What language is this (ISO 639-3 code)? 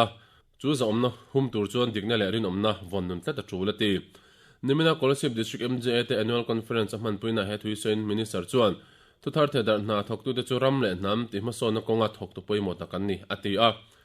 lus